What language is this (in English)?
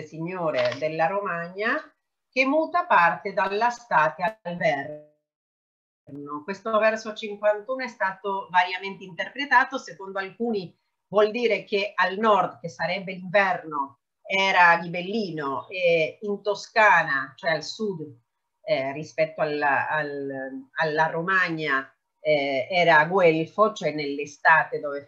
Italian